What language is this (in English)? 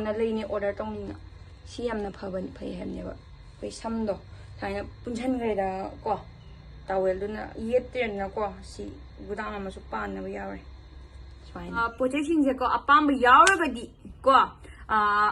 Manipuri